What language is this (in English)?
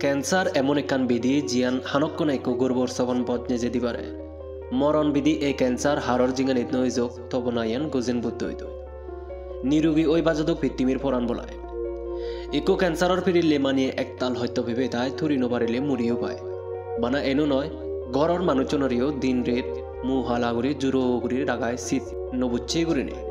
Chakma